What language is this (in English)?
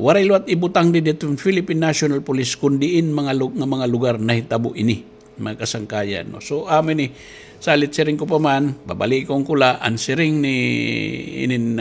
Waray